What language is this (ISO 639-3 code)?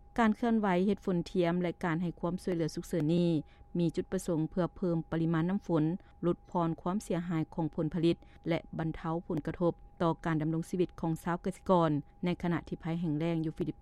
lao